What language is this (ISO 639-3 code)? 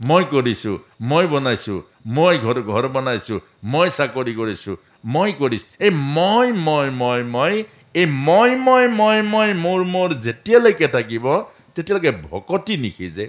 asm